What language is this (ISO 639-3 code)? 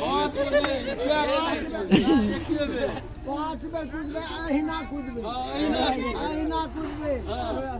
mai